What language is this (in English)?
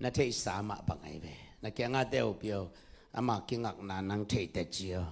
Tedim Chin